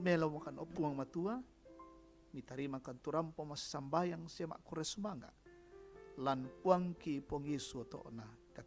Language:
Toraja-Sa'dan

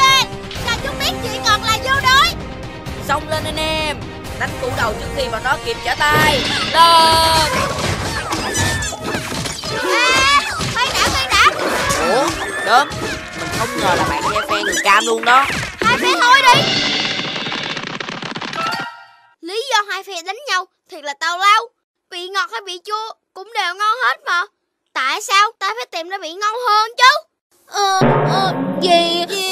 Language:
Vietnamese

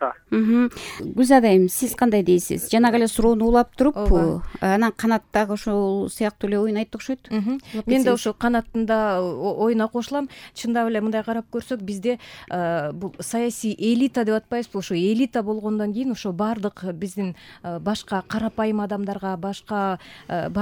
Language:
Kyrgyz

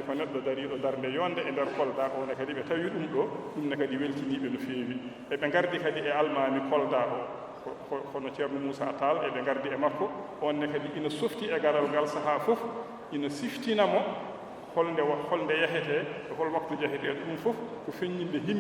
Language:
Fula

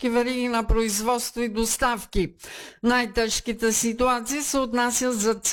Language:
Bulgarian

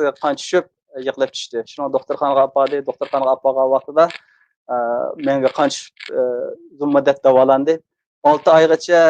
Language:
Uyghur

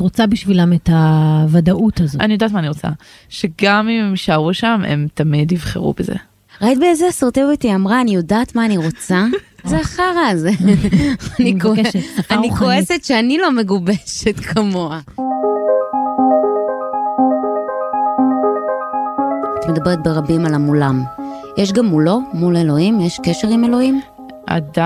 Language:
Hebrew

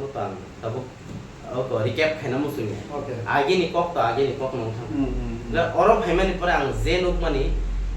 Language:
Kok Borok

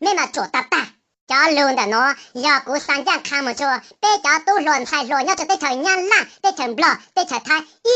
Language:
Hmong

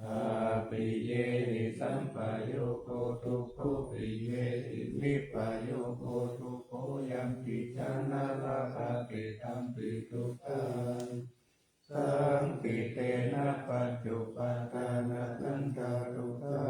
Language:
Pali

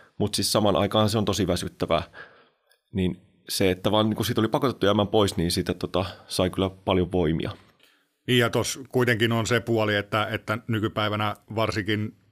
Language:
Finnish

